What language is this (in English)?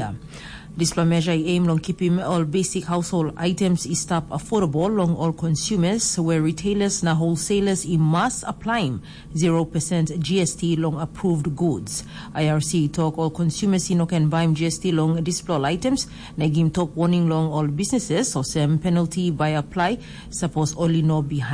Tok Pisin